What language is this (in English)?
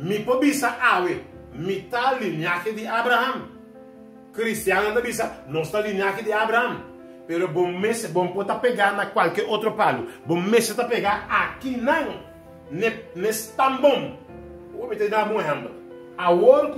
Papiamento